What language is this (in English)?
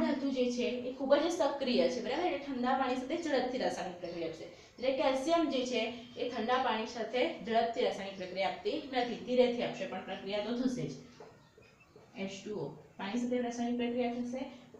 Gujarati